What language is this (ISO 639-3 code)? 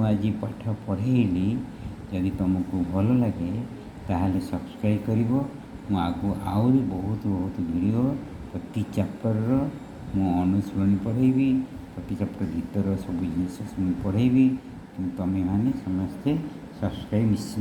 ori